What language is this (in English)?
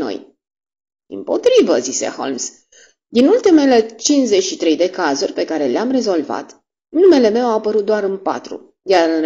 Romanian